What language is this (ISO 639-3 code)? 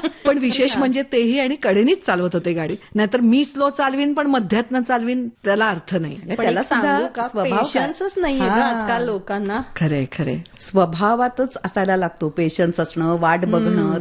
mar